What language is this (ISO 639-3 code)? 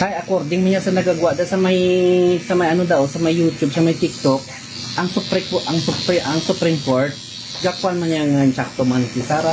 hil